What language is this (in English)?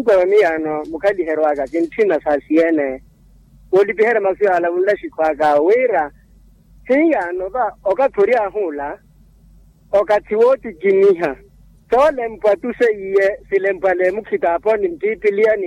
Makhuwa